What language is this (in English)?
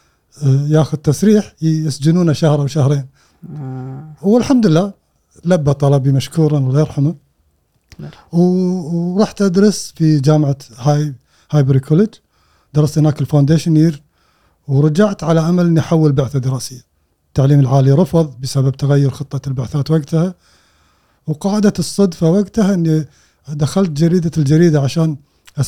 Gulf Arabic